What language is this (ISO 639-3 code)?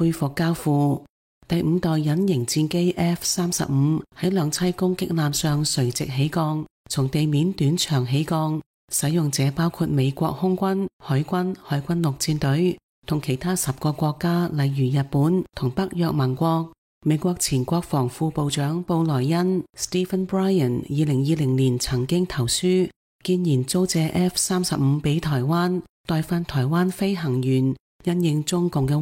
yue